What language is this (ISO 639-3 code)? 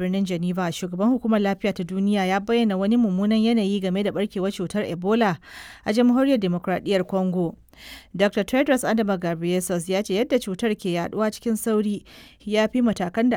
hau